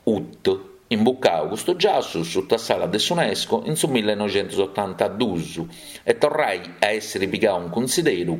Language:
Sardinian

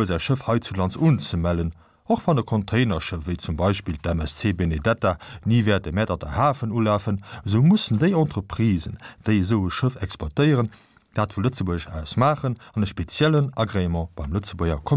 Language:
Luxembourgish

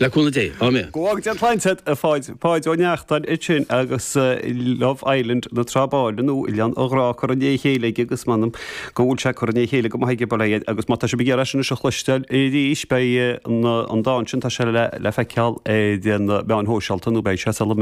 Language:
Irish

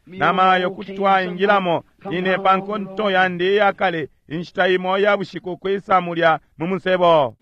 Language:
Bemba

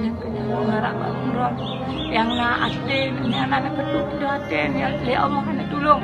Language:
Achinese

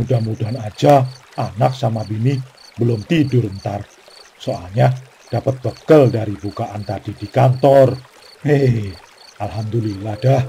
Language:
Betawi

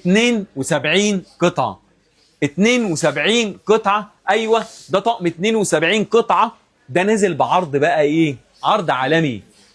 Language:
Egyptian Arabic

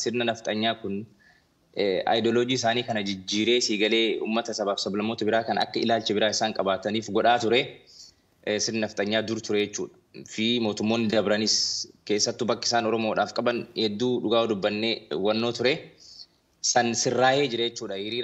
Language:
Oromo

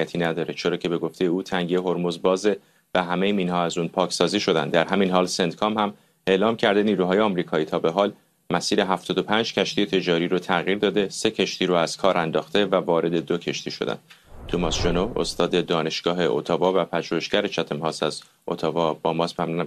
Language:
Persian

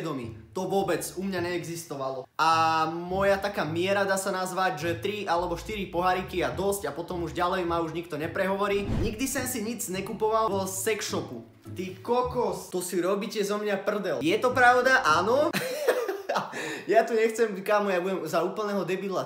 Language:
Slovak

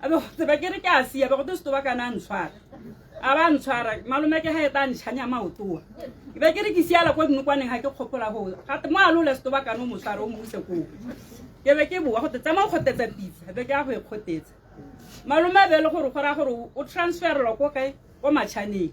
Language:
Tswana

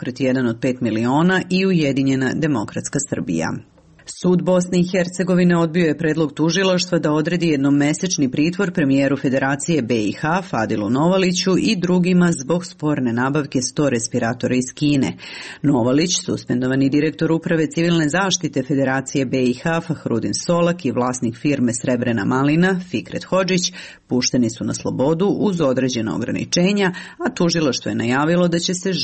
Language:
Serbian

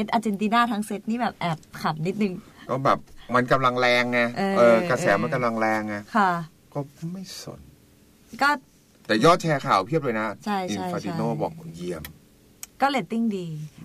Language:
Thai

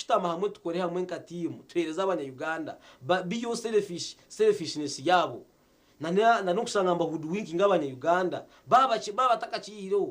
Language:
Nyankole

